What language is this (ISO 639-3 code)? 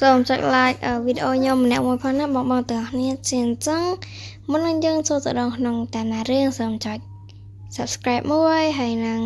khm